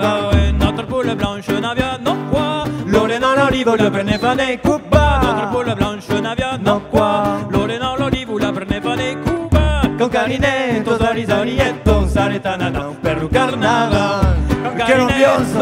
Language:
Occitan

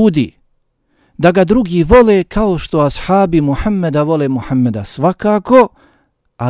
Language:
Bosnian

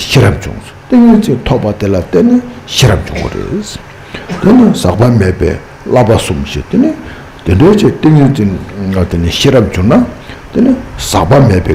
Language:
Tibetan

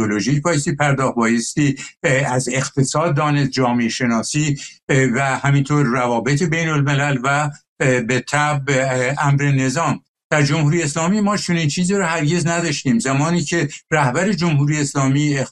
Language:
Persian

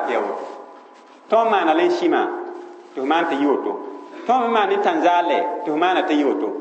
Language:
Mossi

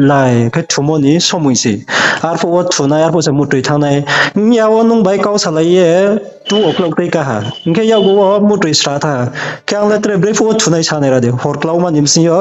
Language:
Riang (India)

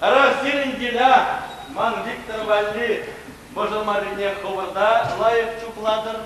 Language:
Chuvash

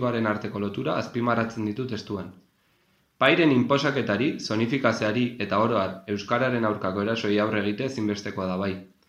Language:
Basque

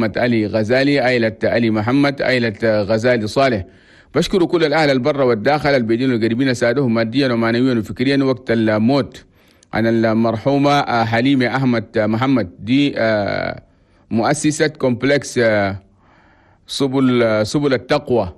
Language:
Chadian Arabic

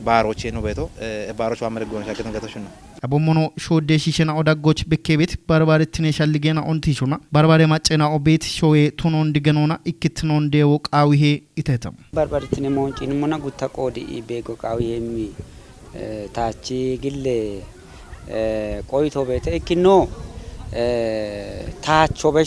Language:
Kafa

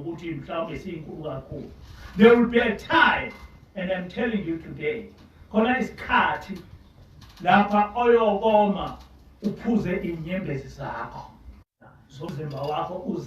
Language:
Zulu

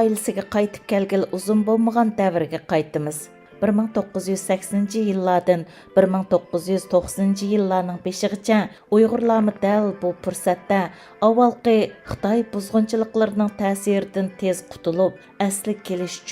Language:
Uyghur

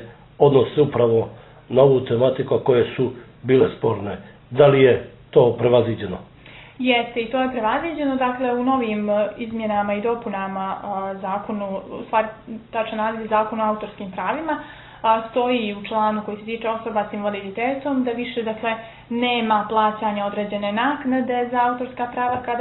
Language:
Bosnian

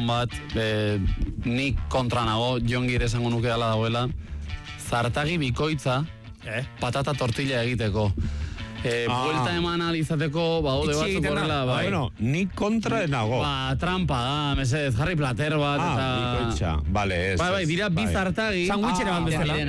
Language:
Basque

